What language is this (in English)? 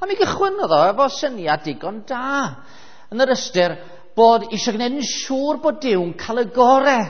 Welsh